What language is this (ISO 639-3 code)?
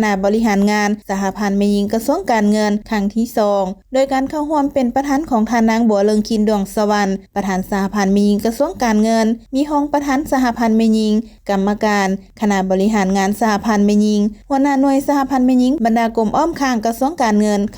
lao